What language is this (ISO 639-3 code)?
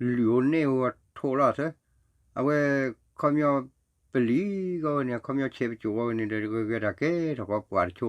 ksw